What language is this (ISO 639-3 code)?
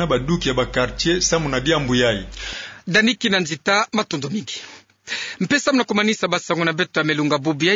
ktu